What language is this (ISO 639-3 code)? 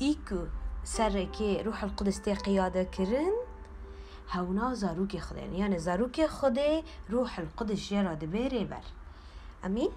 kur